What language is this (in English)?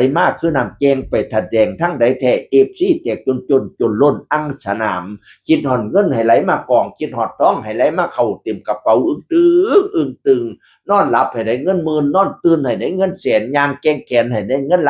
Northeastern Thai